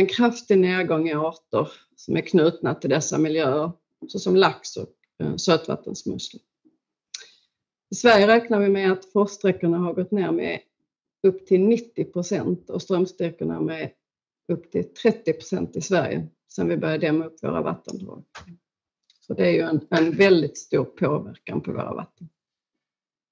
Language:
Swedish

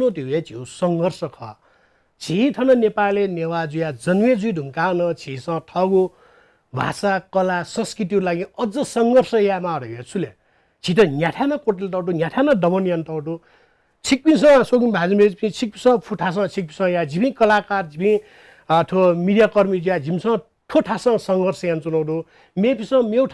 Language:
Newari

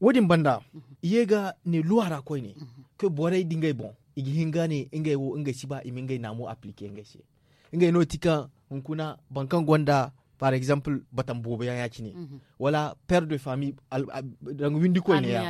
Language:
Zarma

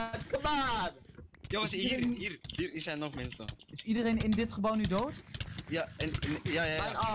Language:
Dutch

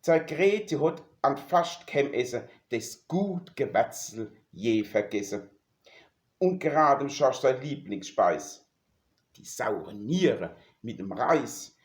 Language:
Palatine German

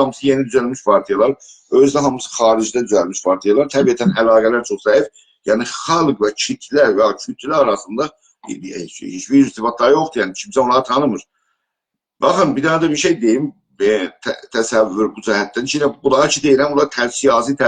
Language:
South Azerbaijani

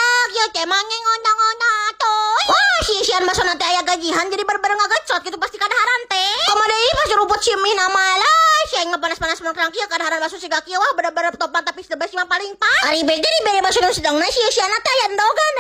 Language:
Sundanese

